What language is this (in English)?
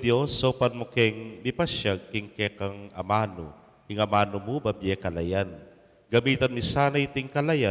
Pampanga